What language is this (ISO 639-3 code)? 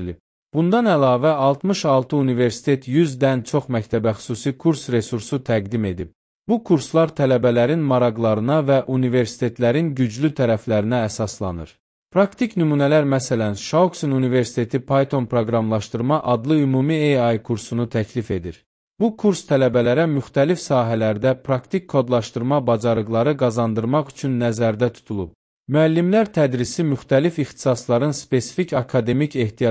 aze